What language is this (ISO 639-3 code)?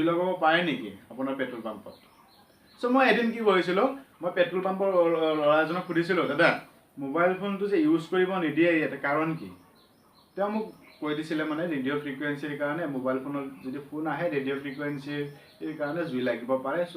asm